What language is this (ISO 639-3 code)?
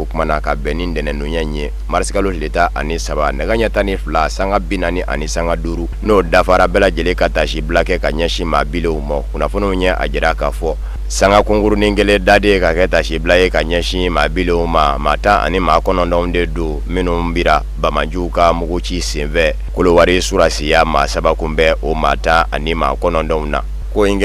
bam